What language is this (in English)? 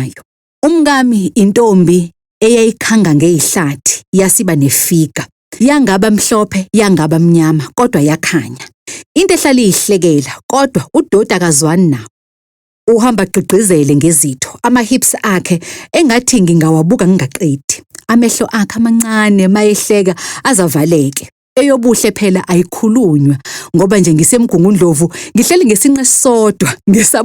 Zulu